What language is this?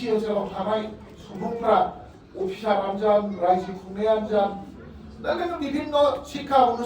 Bodo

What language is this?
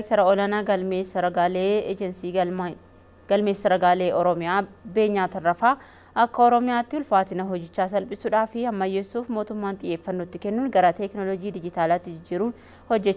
Oromo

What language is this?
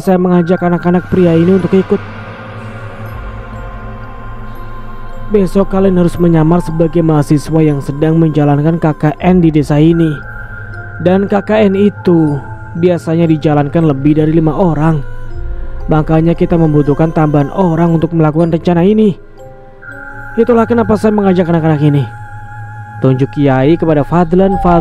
Indonesian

